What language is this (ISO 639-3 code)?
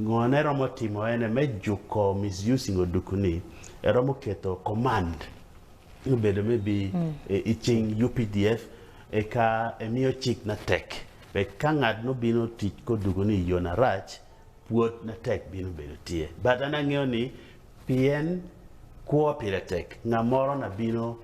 ach